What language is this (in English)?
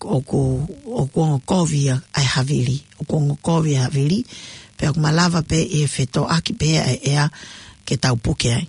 Tongan